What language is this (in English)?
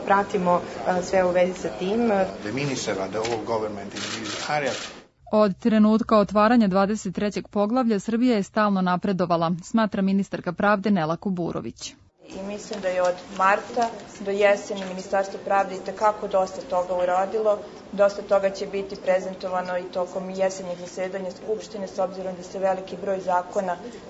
Serbian